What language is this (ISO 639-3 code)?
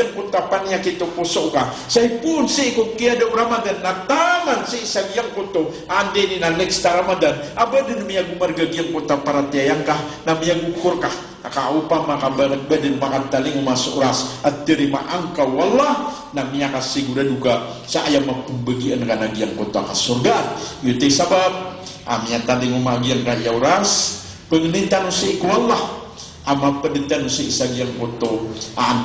mrw